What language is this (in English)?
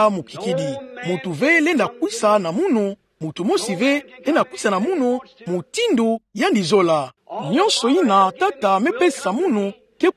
Kituba (Democratic Republic of Congo)